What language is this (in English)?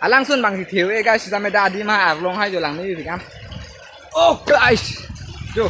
Karbi